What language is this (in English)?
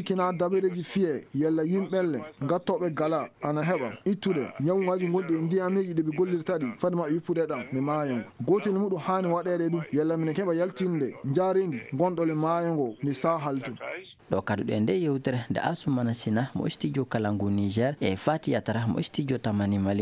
Fula